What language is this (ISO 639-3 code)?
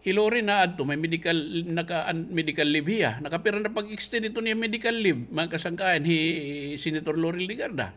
war